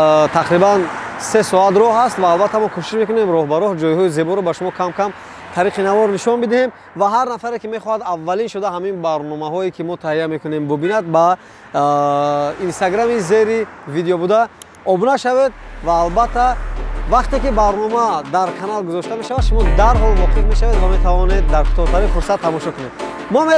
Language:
Tajik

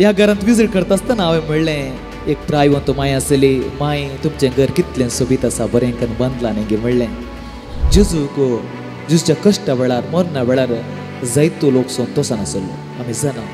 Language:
Konkani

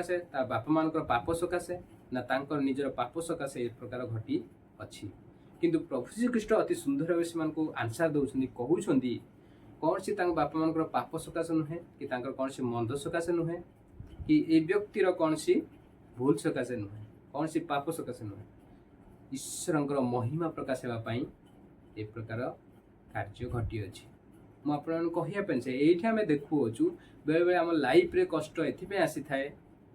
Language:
Odia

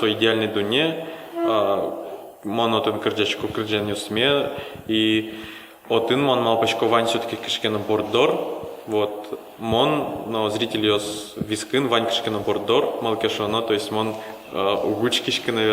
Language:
Udmurt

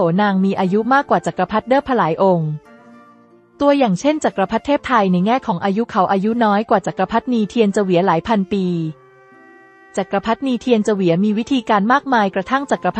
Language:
Thai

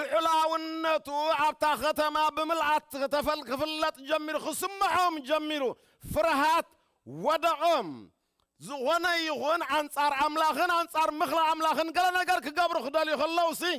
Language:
Tigrinya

